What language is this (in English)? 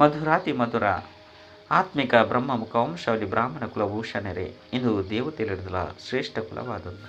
Tulu